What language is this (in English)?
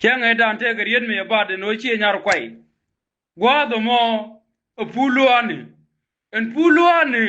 Nuer